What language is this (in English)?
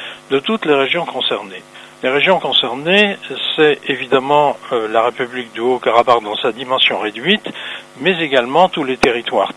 French